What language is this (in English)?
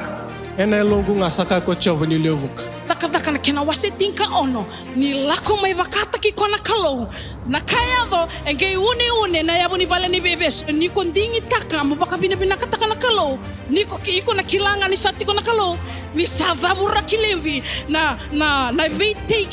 Fijian